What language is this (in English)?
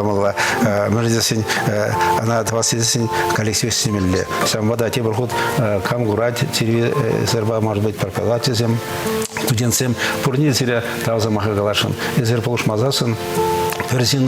Chuvash